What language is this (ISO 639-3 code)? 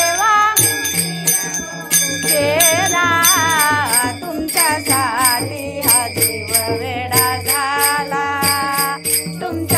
mar